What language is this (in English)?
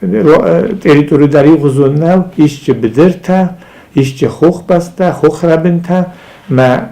Ossetic